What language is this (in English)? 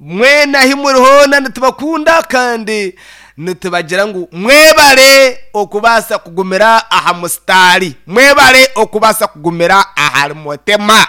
Nyankole